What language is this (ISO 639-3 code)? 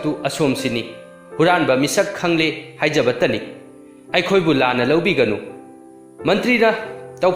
mni